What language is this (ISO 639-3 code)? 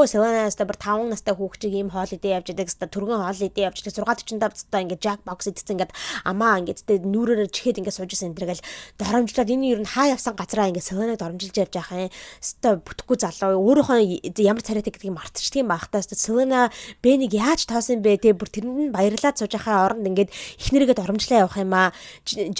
mon